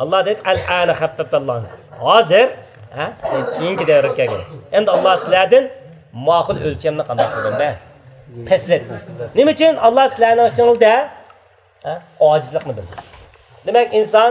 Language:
Uyghur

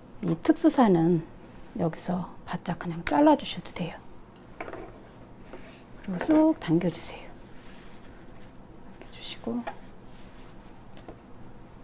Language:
Korean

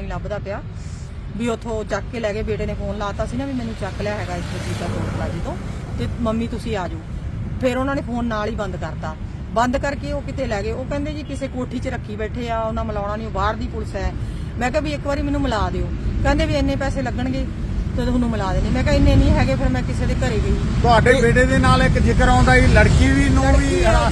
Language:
Punjabi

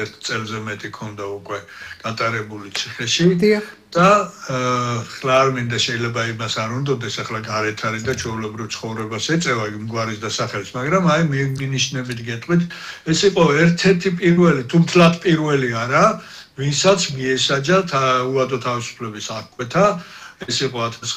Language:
Georgian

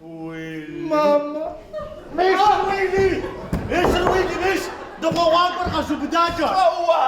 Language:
Kabardian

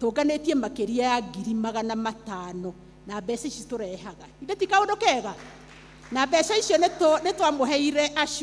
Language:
Kikuyu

